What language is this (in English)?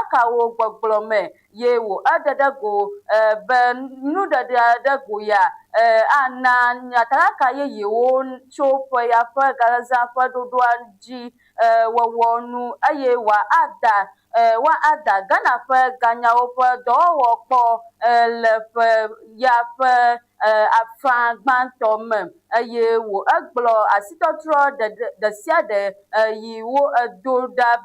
Ewe